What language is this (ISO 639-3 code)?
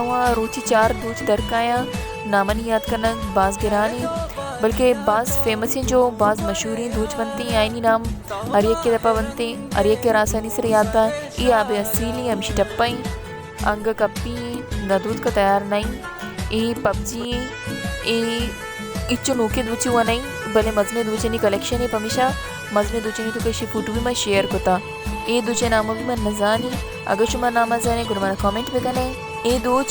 bal